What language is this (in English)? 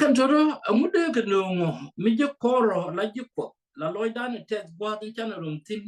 Nuer